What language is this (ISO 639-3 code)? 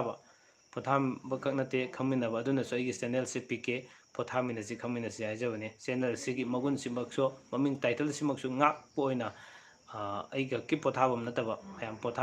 mni